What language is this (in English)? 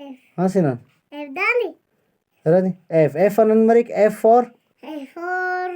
Brahui